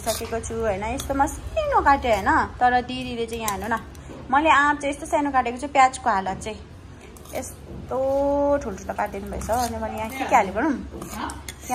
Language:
Nepali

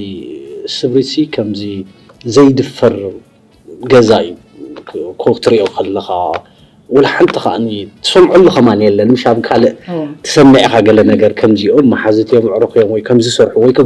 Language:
Tigrinya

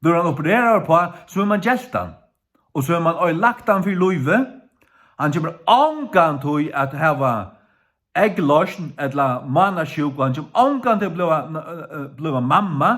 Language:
Faroese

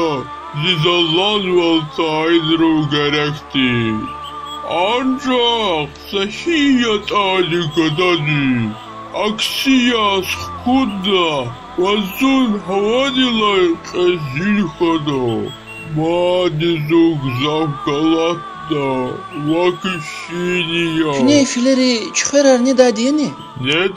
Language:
Lezghian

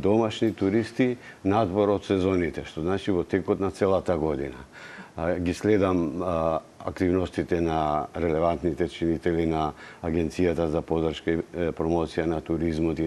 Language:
Macedonian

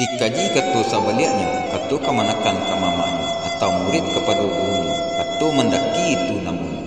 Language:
Minangkabau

